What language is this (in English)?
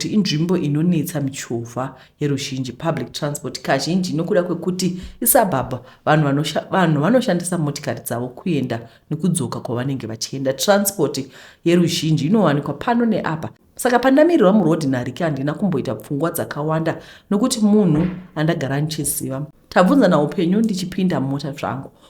Shona